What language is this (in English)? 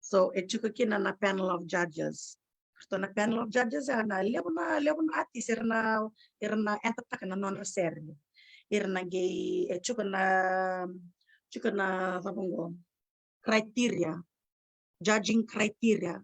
Fijian